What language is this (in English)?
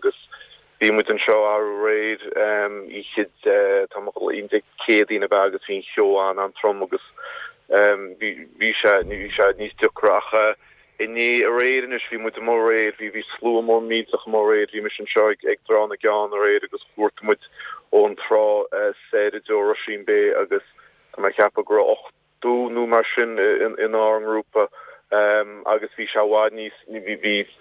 Irish